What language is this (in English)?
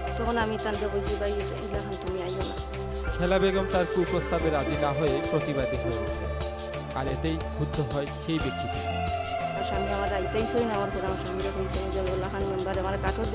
Bangla